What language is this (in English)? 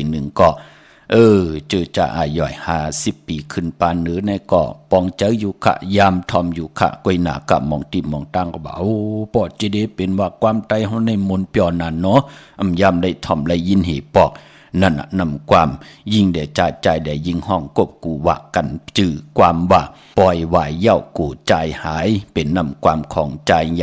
Shan